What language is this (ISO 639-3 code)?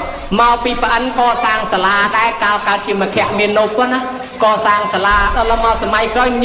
khm